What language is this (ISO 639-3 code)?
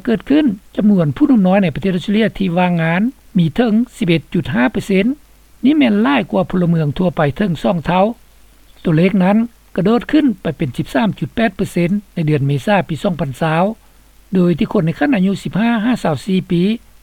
lao